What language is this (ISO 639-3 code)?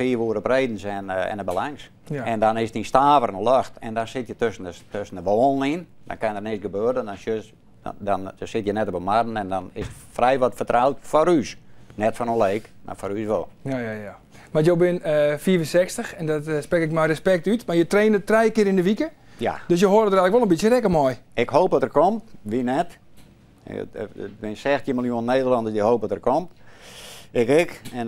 fry